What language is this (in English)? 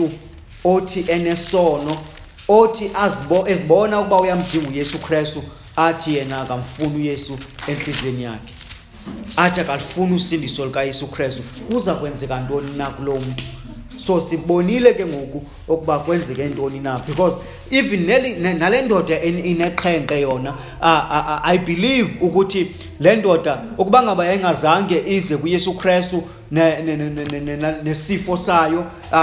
Xhosa